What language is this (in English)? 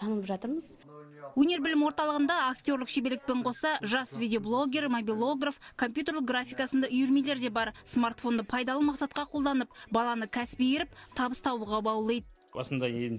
Kazakh